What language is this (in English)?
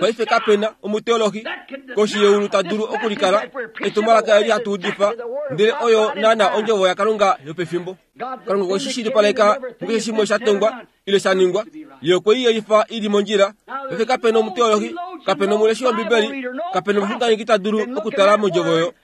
Kuanyama